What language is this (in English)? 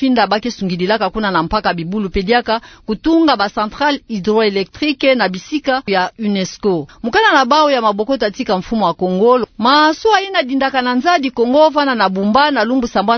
Kituba (Democratic Republic of Congo)